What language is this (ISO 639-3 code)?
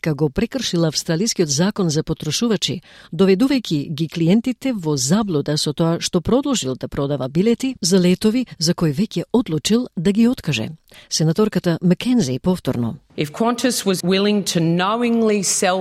mkd